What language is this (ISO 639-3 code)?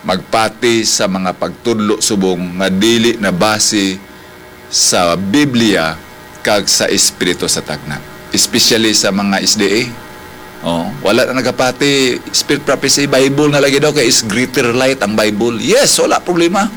hil